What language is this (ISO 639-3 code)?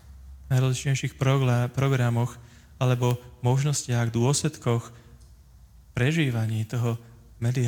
slk